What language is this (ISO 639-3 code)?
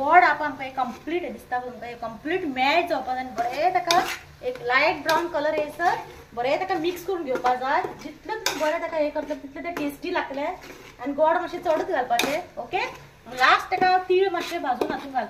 kok